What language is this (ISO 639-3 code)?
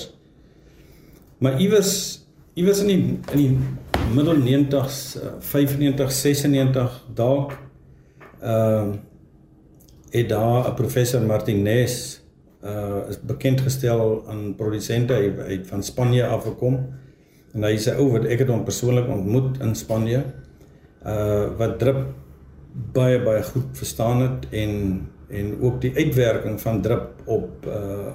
afr